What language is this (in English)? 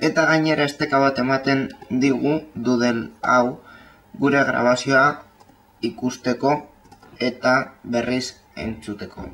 Basque